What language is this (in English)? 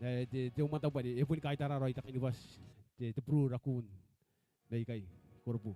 Gilbertese